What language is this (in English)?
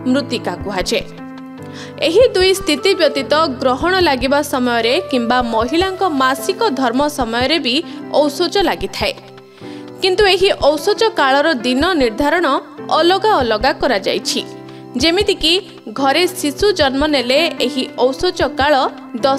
Odia